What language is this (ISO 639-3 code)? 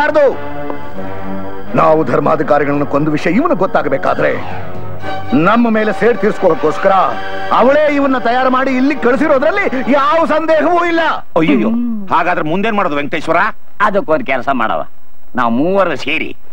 kan